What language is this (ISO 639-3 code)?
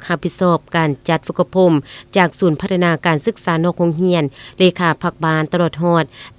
lao